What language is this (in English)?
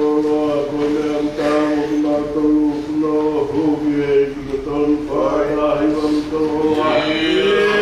Tongan